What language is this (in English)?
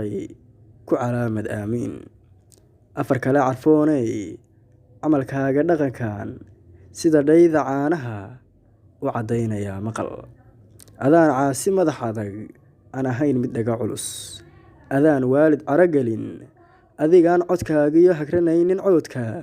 Somali